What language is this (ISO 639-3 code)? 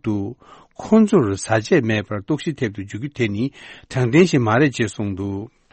bod